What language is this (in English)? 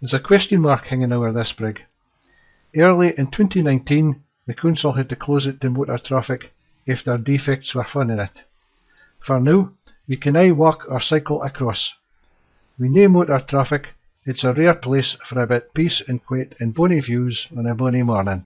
Scots